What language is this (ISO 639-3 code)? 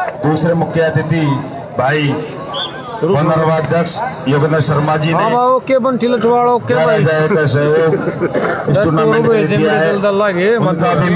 hin